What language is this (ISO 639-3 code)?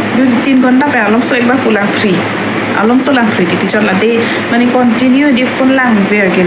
mjw